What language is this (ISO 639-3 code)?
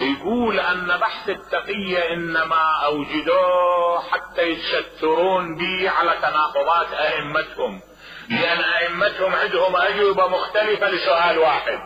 acm